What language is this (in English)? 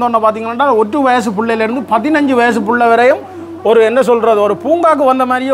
Tamil